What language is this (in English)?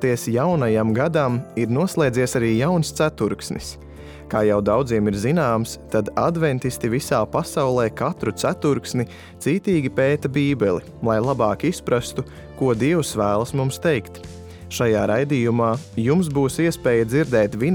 Latvian